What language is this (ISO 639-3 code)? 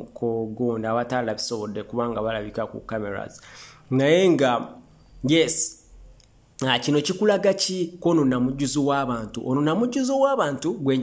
lug